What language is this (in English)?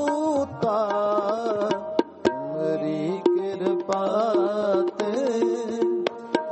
Punjabi